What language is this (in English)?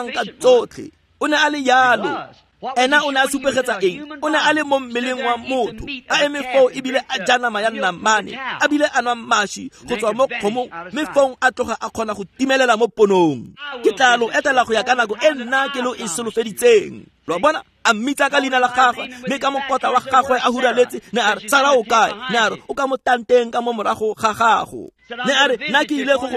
Tswana